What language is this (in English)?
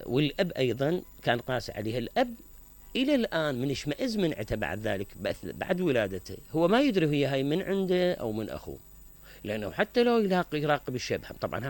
Mesopotamian Arabic